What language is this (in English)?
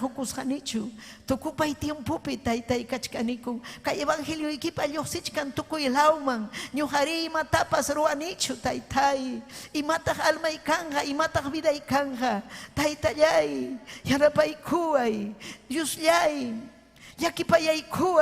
Ayacucho Quechua